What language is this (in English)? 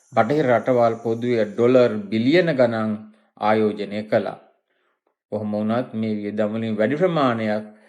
Sinhala